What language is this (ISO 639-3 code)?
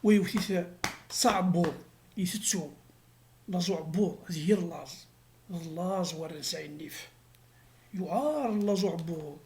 kab